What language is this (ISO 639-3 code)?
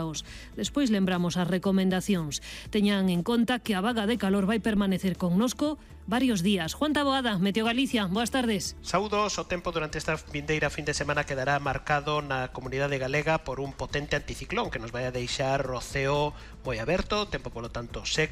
glg